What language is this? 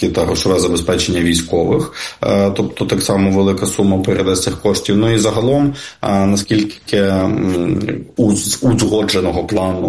Ukrainian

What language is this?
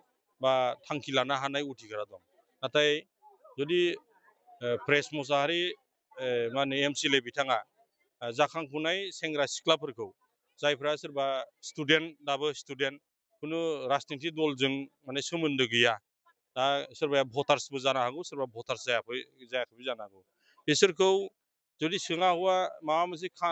Bodo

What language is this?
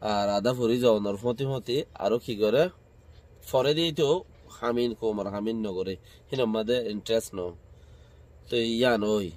Rohingya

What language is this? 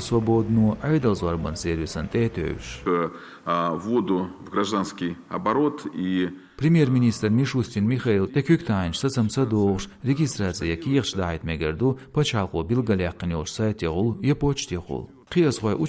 Chechen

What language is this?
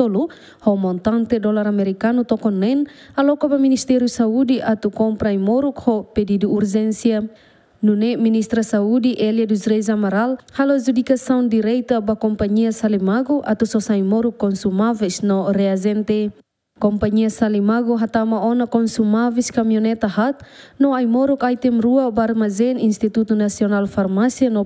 Tetum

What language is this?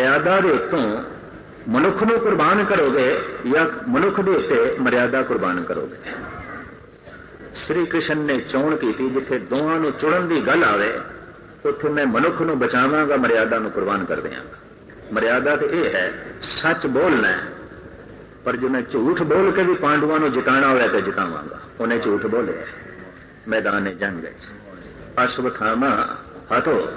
Punjabi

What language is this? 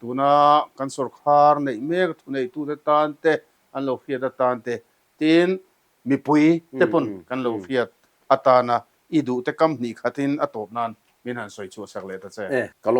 Mizo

